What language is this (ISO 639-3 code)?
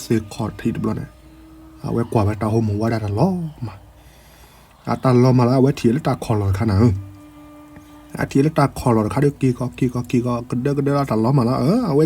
ksw